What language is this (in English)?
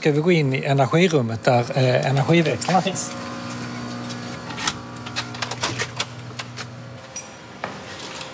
Swedish